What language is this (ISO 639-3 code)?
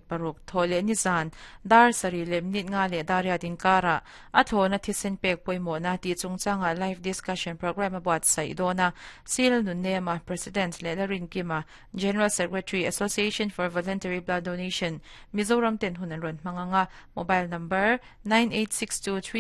lus